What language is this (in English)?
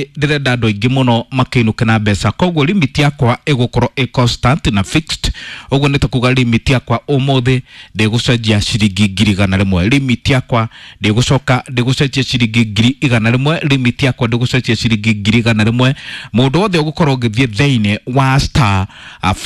Kikuyu